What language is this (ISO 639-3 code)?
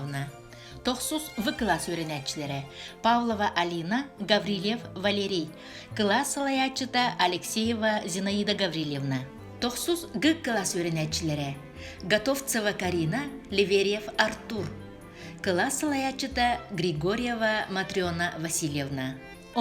sah